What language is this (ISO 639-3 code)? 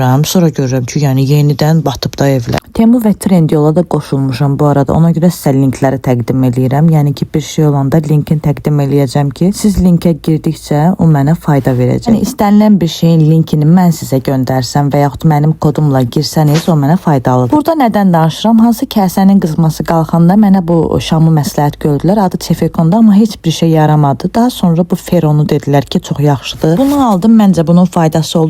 aze